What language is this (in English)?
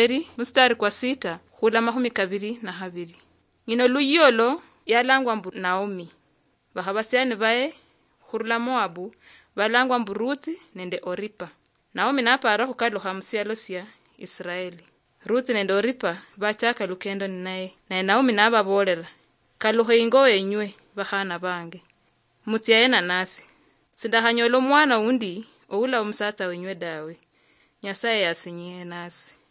Luyia